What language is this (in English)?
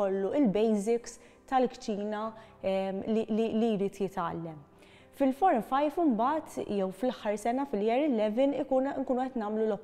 Maltese